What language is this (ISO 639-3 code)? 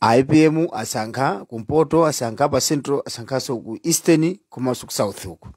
nya